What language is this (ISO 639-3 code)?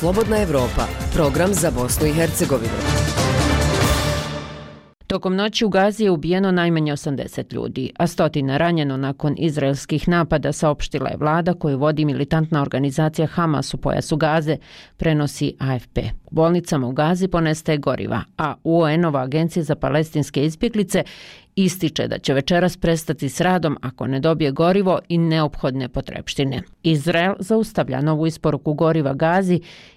bos